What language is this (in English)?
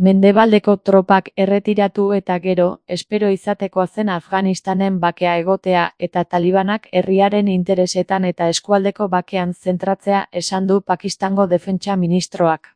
Basque